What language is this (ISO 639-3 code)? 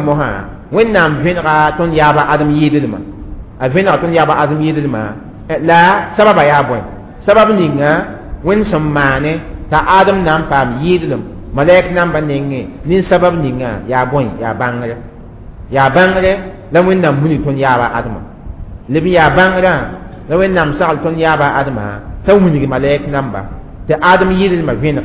mos